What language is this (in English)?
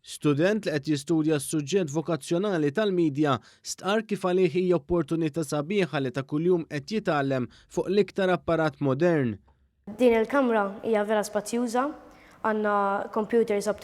Maltese